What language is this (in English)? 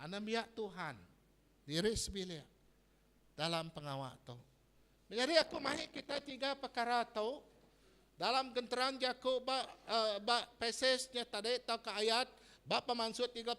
Iban